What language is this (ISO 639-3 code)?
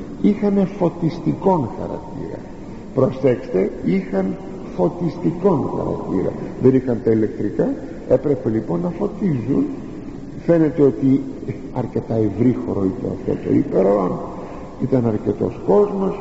ell